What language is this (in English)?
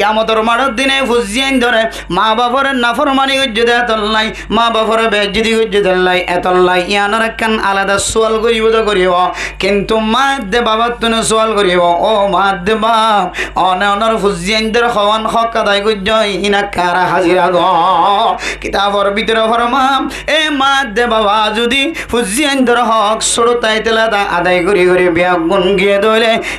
Rohingya